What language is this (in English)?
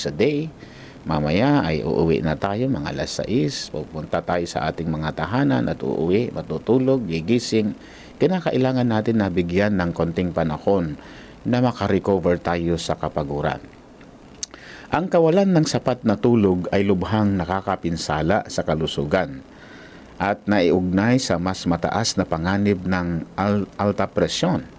Filipino